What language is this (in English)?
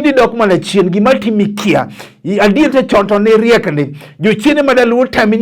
Luo (Kenya and Tanzania)